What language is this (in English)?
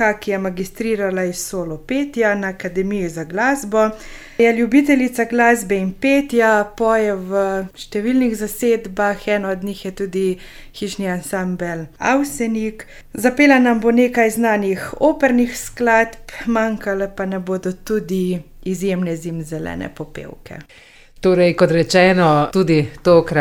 Slovenian